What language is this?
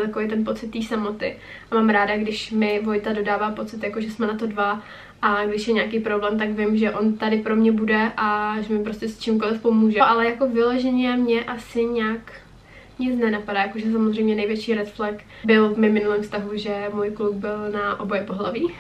Czech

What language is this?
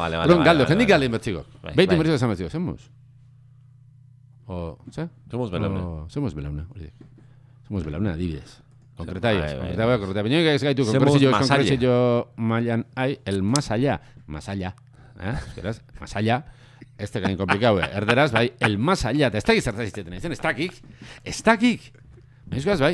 Basque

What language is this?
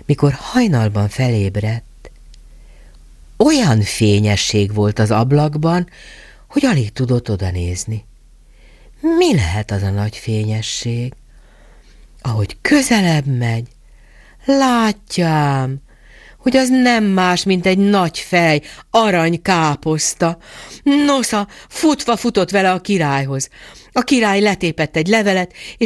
Hungarian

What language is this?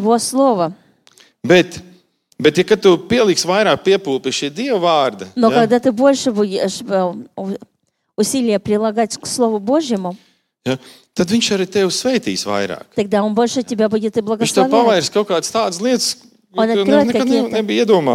Latvian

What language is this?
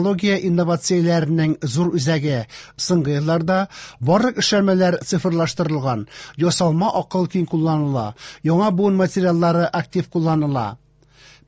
Tatar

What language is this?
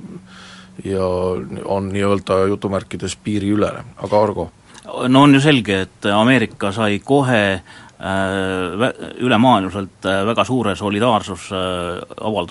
Estonian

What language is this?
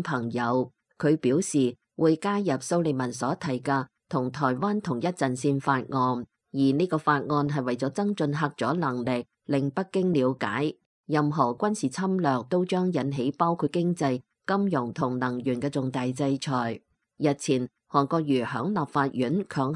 Cantonese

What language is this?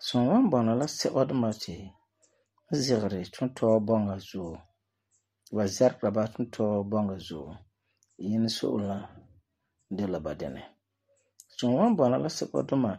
Frafra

